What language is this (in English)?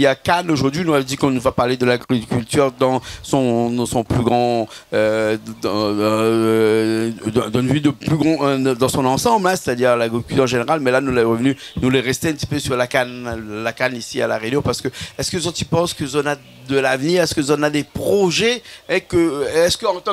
Réunion Creole French